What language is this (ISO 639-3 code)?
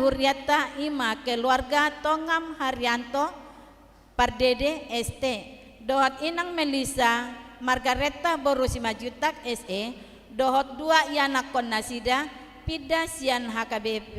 bbc